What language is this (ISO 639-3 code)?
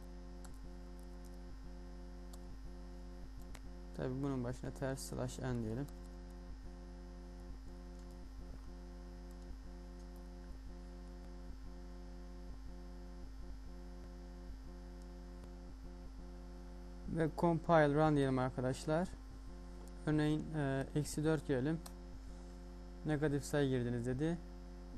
tur